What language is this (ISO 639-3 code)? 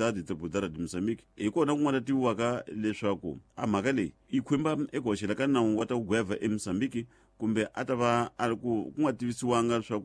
tso